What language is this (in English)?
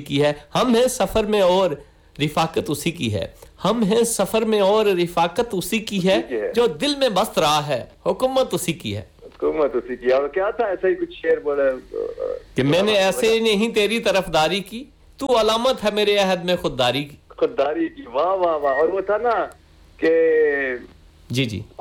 Urdu